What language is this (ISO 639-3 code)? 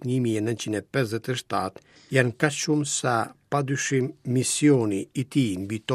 sqi